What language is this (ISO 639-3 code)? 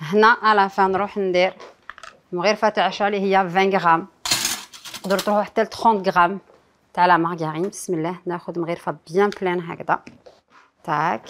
arq